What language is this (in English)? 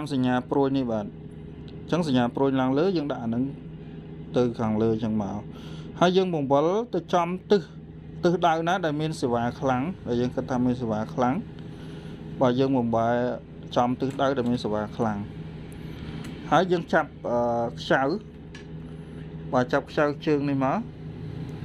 Khmer